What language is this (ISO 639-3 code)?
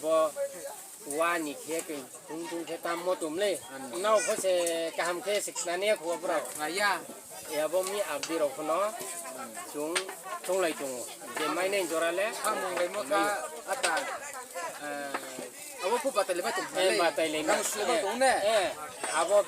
ria